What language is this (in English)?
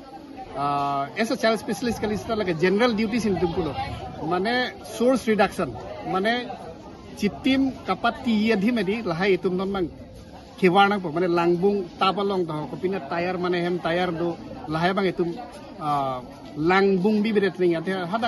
Karbi